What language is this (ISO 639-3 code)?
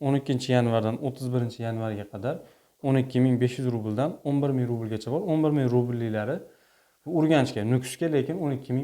uzb